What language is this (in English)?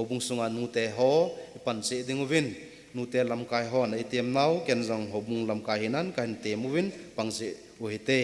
Thado Chin